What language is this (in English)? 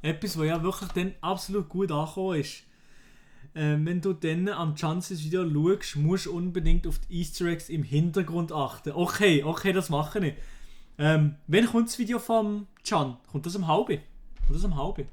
Swiss German